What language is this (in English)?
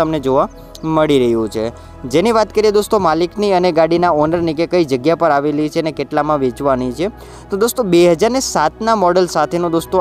Gujarati